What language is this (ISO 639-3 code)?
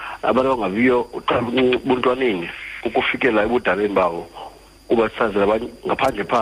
xho